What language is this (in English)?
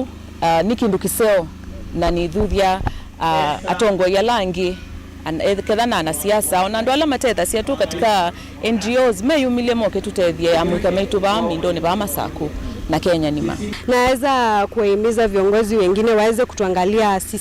Kamba